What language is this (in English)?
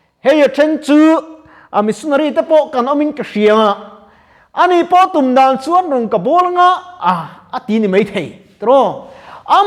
Mizo